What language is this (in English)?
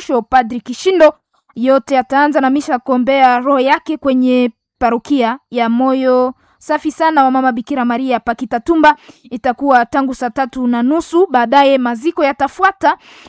Swahili